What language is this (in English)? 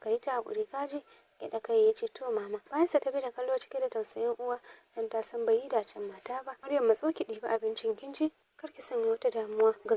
Hausa